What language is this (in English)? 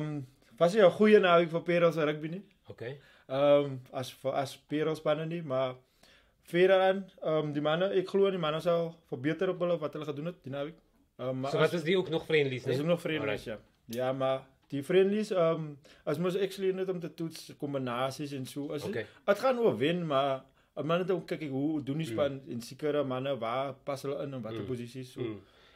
Afrikaans